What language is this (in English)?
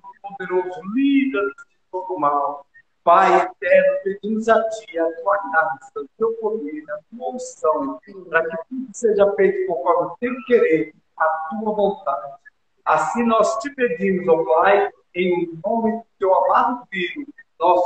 Portuguese